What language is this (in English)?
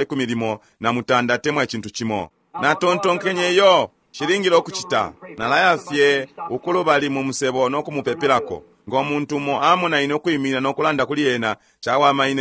Bemba